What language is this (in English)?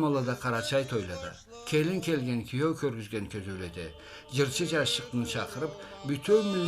Karachay-Balkar